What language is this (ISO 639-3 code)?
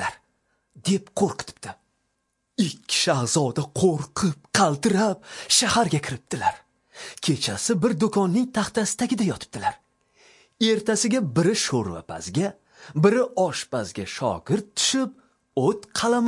uzb